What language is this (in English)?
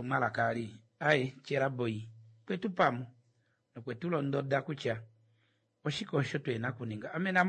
Kuanyama